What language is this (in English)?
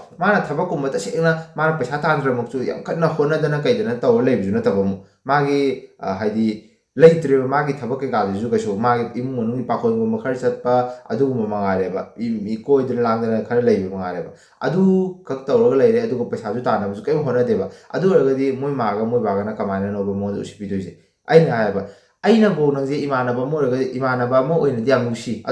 Manipuri